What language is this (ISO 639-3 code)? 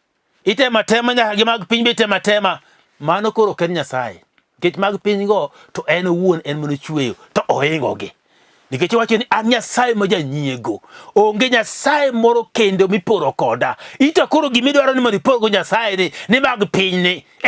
luo